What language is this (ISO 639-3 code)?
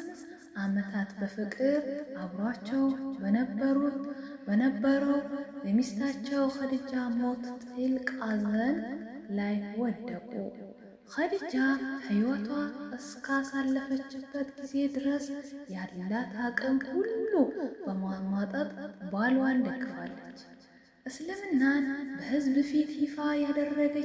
amh